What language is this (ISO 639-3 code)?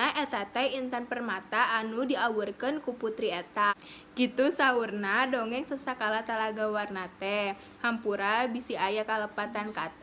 sun